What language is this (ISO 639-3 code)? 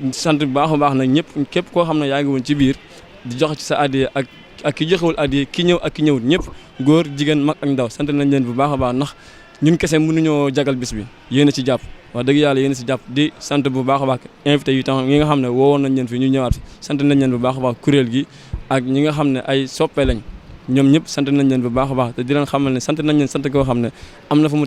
wol